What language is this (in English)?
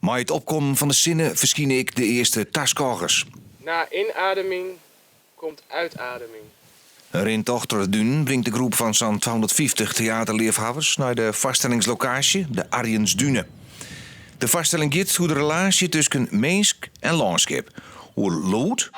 Western Frisian